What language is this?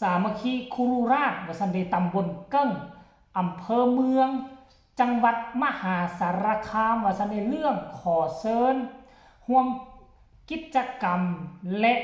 Lao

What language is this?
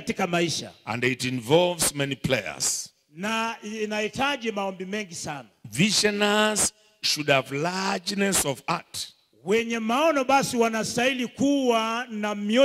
Swahili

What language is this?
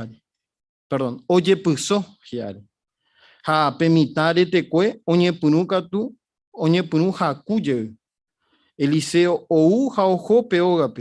Guarani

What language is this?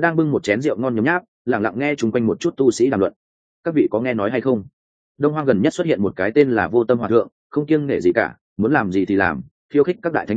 Vietnamese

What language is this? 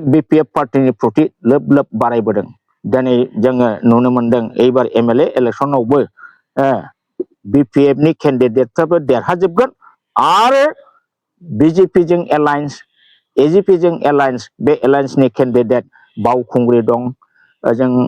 Bodo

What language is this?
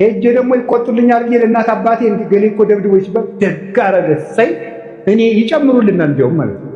Amharic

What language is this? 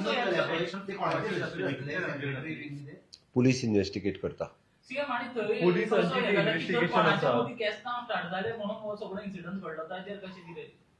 Konkani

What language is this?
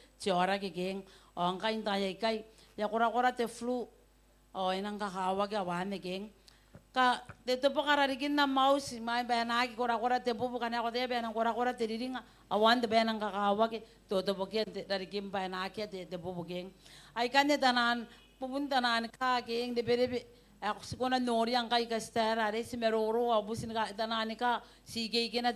Gilbertese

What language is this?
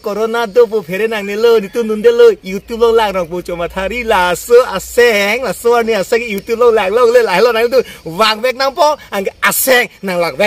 Karbi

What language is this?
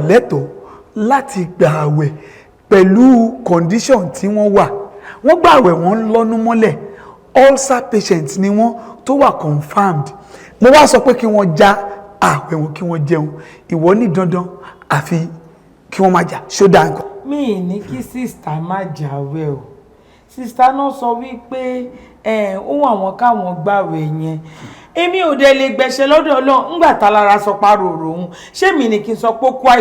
Yoruba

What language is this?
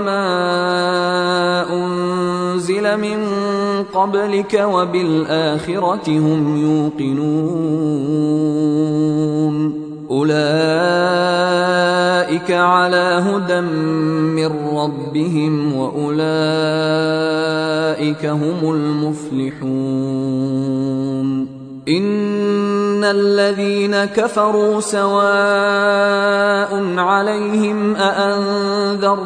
Arabic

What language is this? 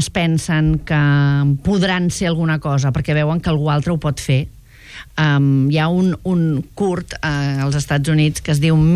Catalan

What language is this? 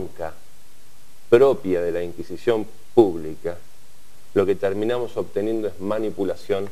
Spanish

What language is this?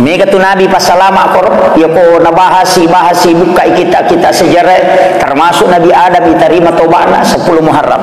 Buginese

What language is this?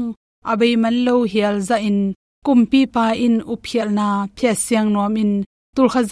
Tedim Chin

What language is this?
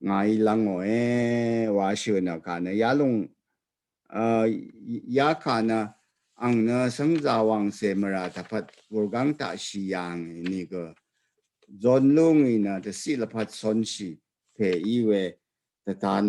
Rawang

